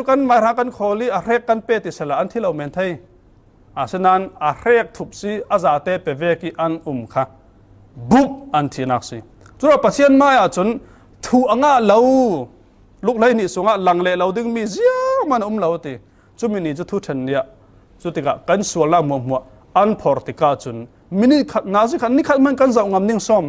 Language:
Falam Chin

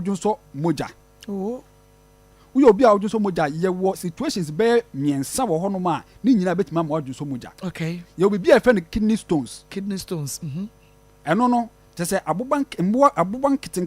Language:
Akan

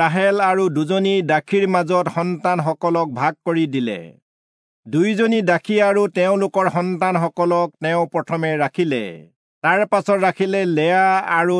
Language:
Assamese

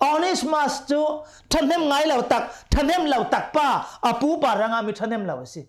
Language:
Hakha Chin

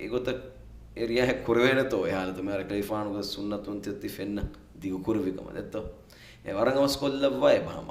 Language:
Divehi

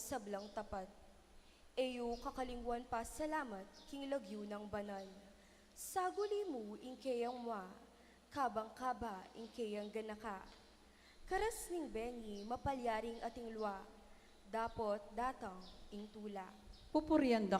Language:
Pampanga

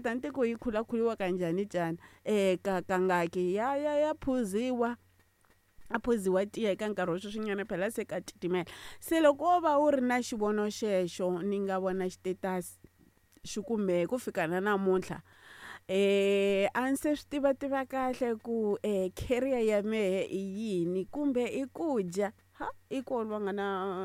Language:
Tsonga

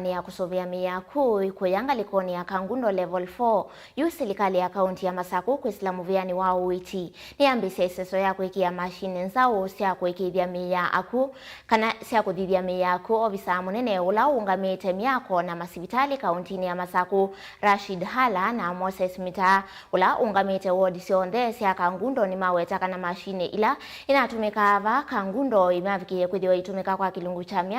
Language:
Kamba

